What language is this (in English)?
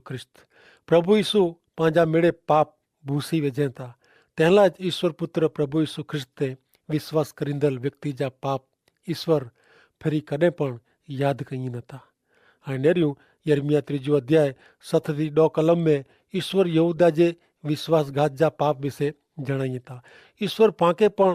Kachhi